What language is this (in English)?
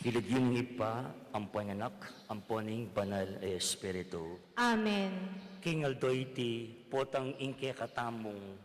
Pampanga